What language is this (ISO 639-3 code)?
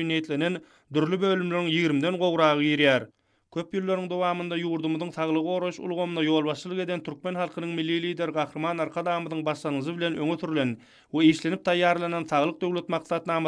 tuk